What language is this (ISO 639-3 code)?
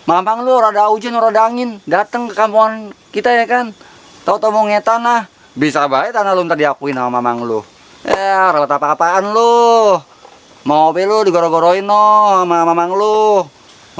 bew